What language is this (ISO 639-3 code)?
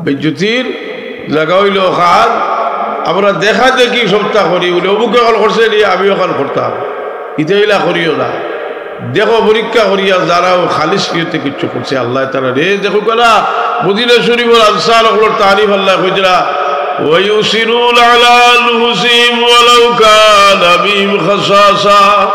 syl